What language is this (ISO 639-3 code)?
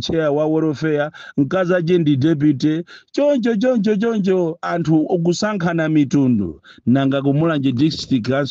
nya